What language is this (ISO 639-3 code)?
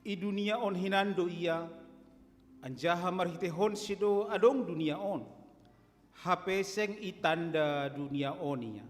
bts